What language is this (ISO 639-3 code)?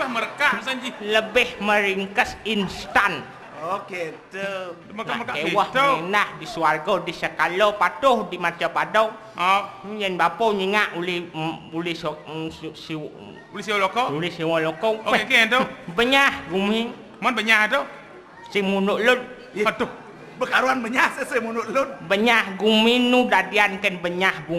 ban